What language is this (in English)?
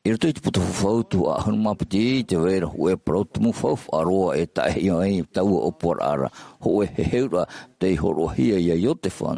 Tahitian